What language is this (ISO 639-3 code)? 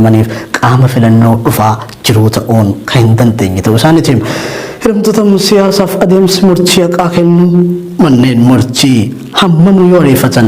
orm